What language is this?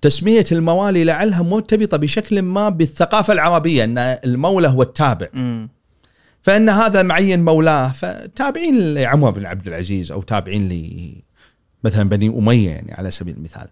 Gulf Arabic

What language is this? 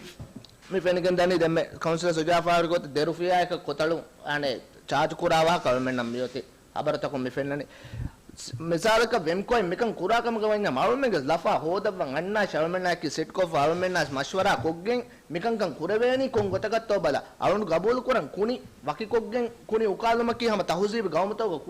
Divehi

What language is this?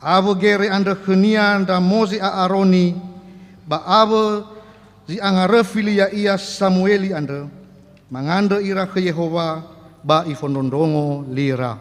Nias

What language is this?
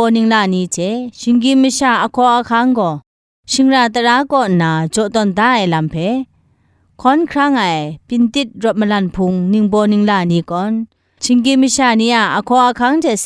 Kachin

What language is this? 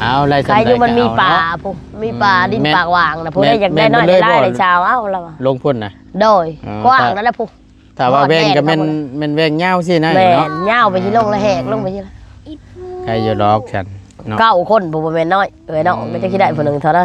Northeastern Thai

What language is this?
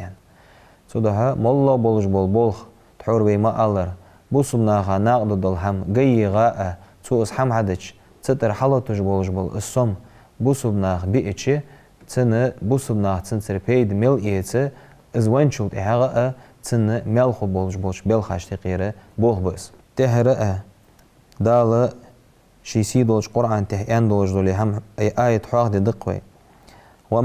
Ingush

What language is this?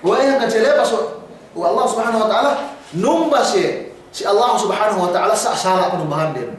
Yakan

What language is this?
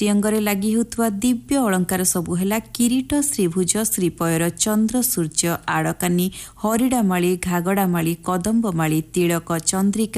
Odia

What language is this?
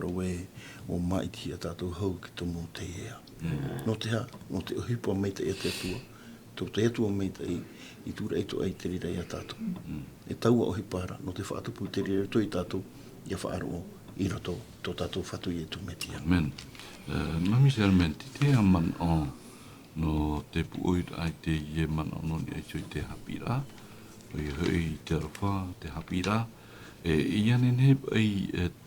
Tahitian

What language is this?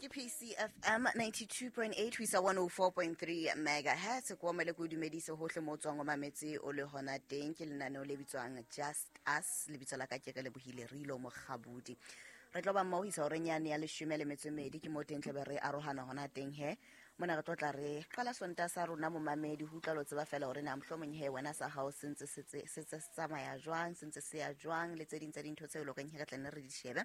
Southern Sotho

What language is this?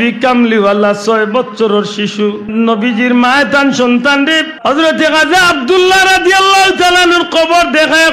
Sylheti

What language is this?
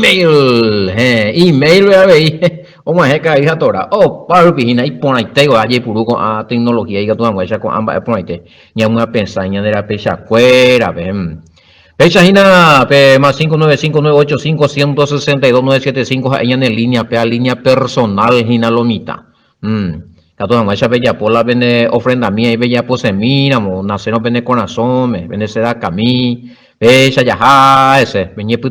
Guarani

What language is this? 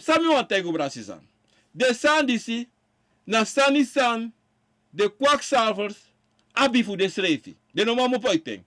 Sranan Tongo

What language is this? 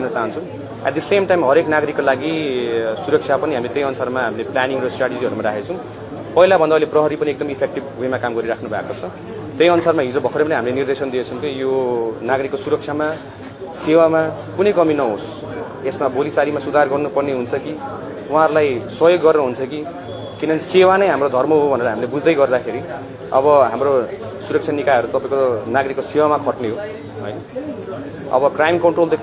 Nepali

